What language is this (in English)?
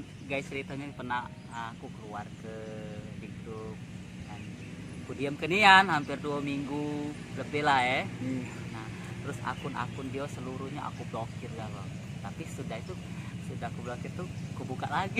Musi